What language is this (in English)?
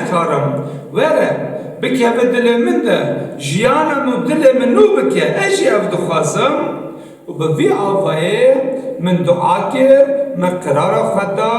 Kurdish